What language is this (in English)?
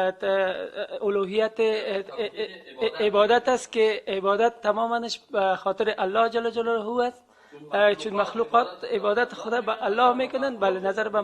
Persian